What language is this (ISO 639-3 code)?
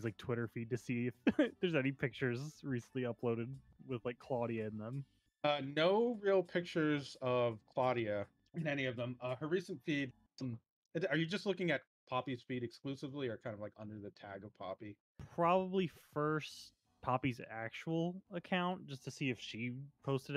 eng